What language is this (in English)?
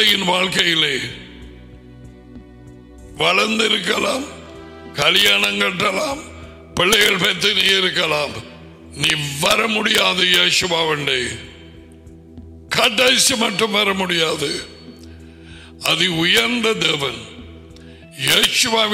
Tamil